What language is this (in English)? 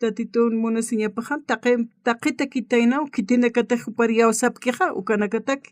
Aymara